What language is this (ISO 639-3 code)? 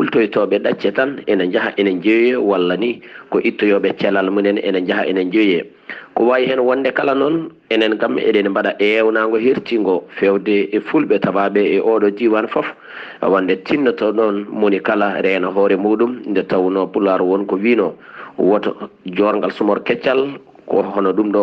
ful